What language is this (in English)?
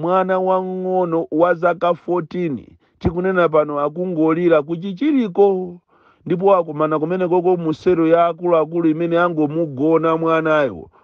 Nyanja